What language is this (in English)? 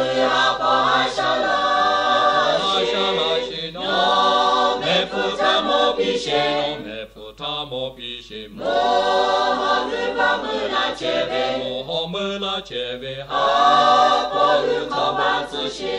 Lahu